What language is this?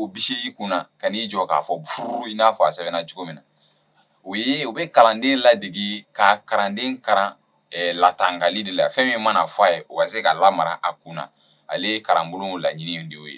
Bambara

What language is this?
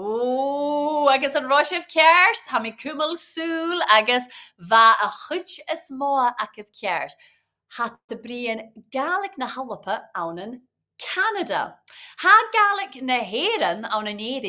Scottish Gaelic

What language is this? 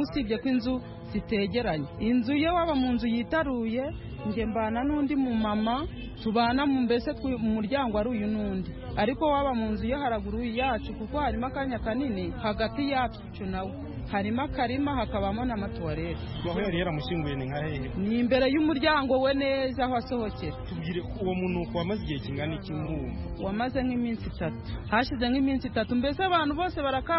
Kinyarwanda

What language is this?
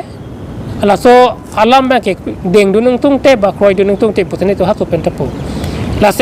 Karbi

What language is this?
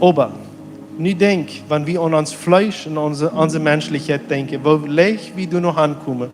Plautdietsch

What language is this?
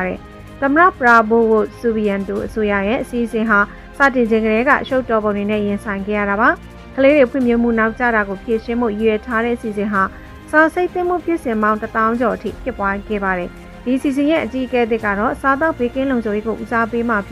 Burmese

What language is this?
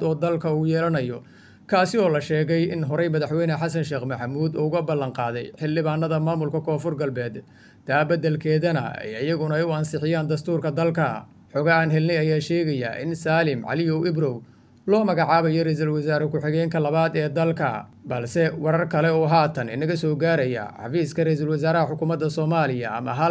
Somali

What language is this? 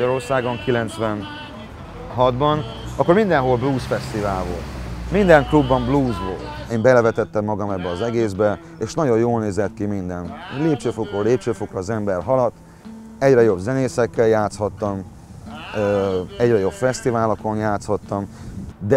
Hungarian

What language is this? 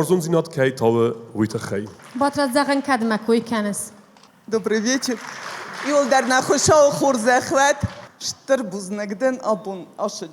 Ossetic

